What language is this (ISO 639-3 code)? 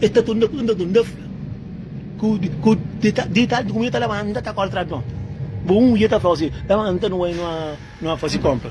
kea